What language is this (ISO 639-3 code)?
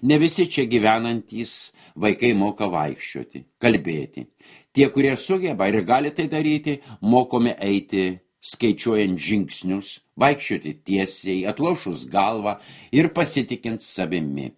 lit